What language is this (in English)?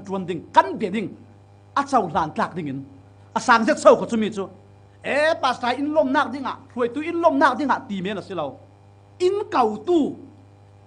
Falam Chin